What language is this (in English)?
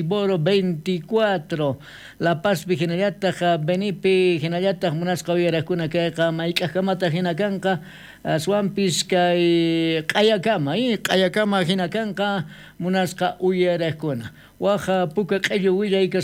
South Bolivian Quechua